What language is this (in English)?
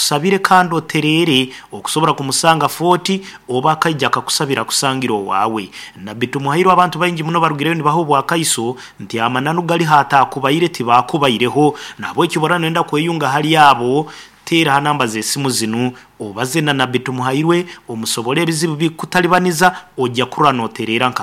Nyankole